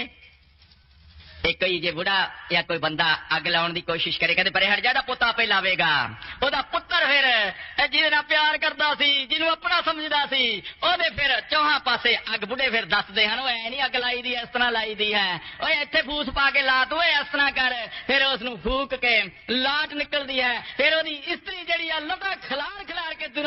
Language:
Punjabi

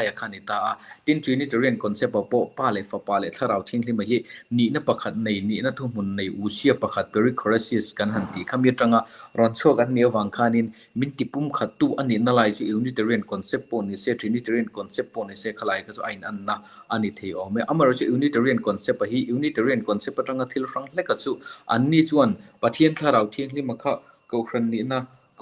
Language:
Mizo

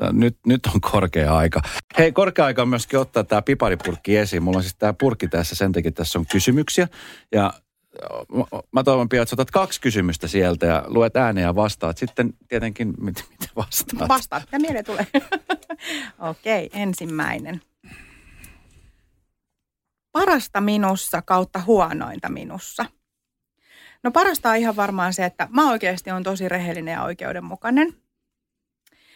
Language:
Finnish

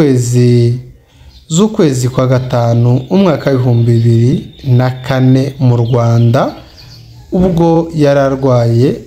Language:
Kinyarwanda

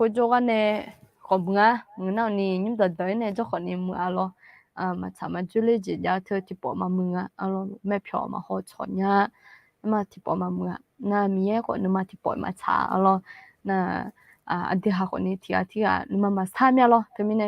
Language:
Akha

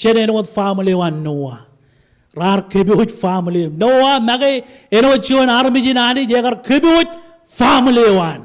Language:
Marshallese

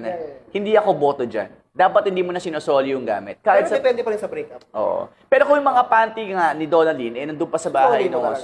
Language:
Filipino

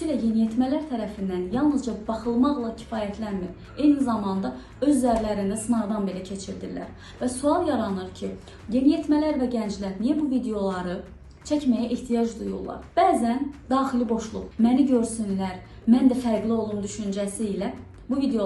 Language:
Azerbaijani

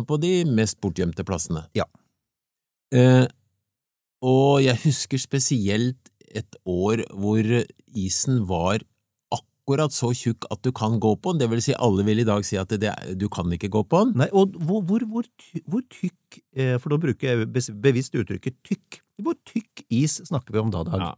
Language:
Norwegian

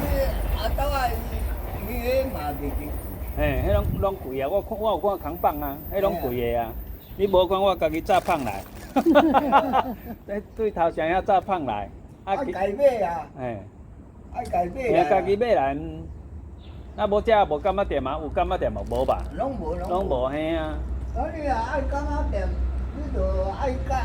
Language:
Min Nan Chinese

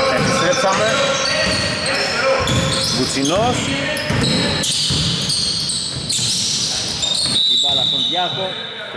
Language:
Greek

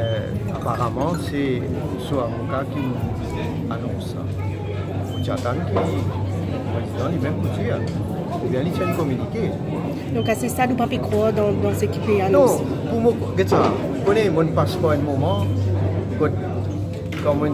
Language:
Morisyen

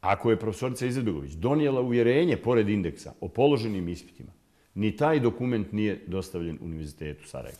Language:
Bosnian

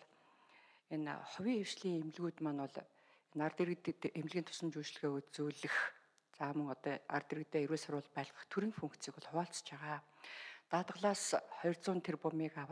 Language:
Mongolian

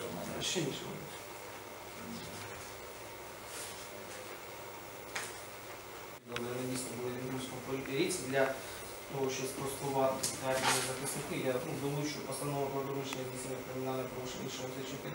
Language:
Ukrainian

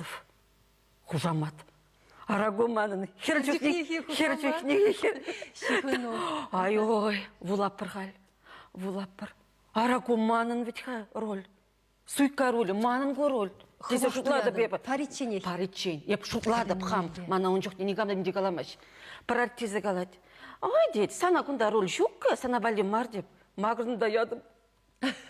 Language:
Chuvash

